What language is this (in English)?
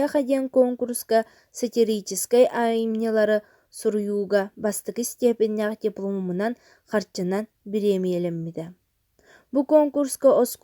Yakut